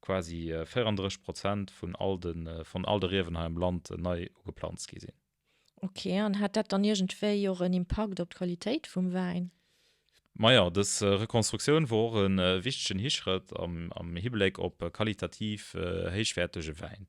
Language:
Luxembourgish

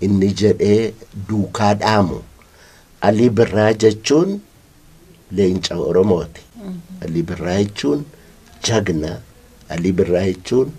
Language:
Oromo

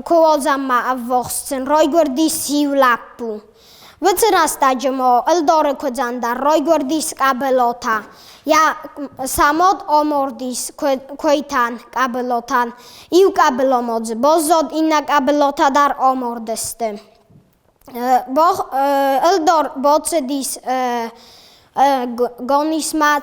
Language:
Ossetic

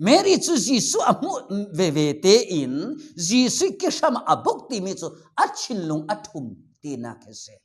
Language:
Falam Chin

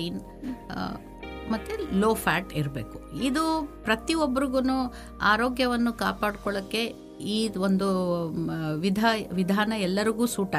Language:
Kannada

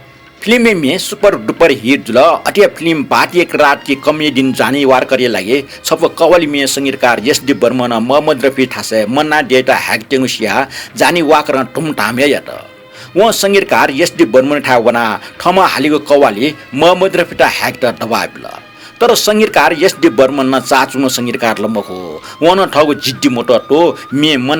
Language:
Newari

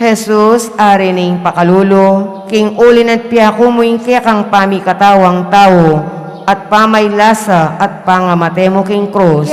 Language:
Pampanga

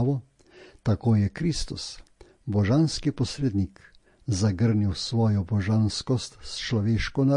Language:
Slovenian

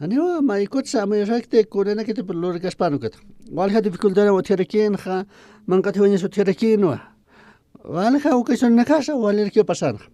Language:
Aymara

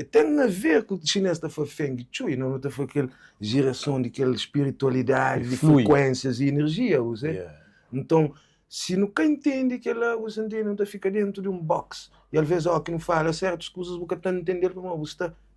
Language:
Kabuverdianu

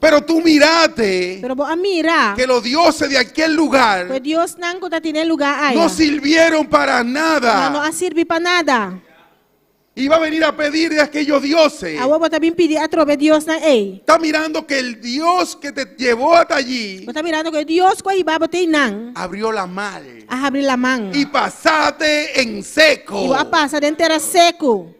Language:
Papiamento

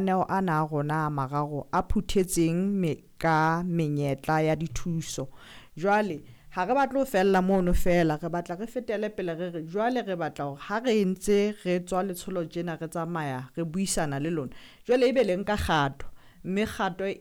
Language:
Southern Sotho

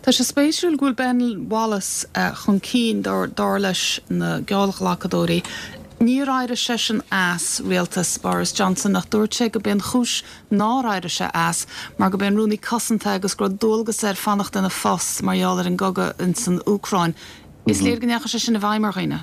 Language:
Irish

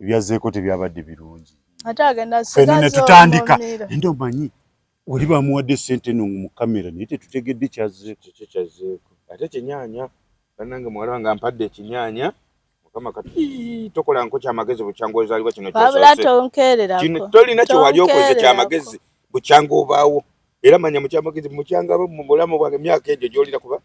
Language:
Ganda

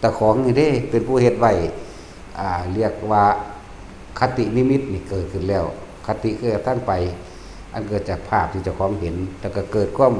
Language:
Lao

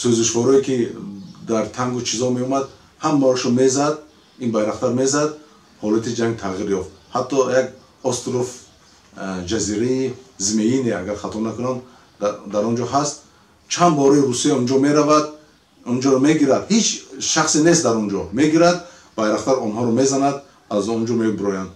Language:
Tajik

